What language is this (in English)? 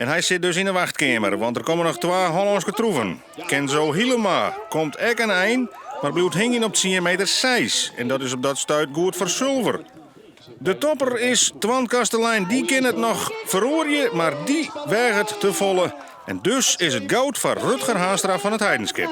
Western Frisian